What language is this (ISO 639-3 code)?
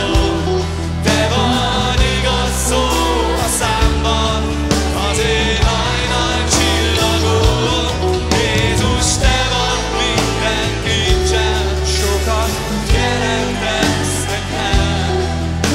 hun